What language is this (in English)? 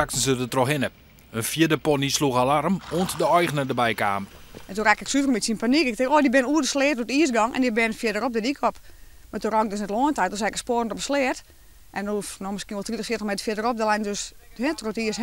Western Frisian